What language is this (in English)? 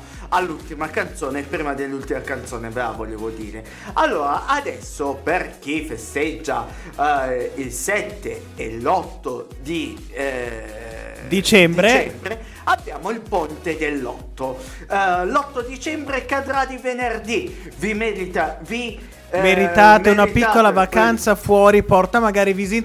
Italian